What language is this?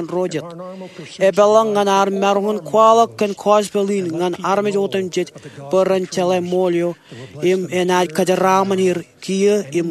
Marshallese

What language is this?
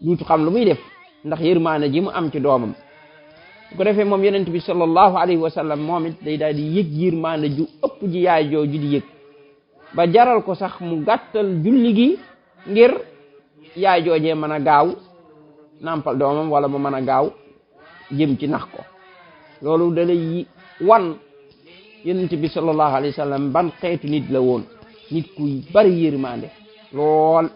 Wolof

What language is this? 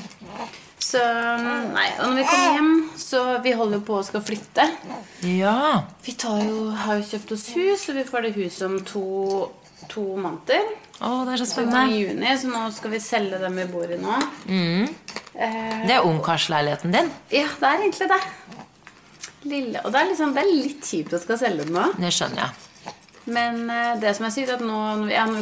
Norwegian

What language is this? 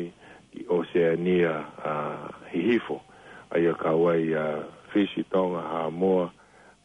Tongan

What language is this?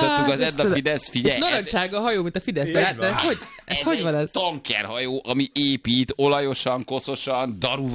Hungarian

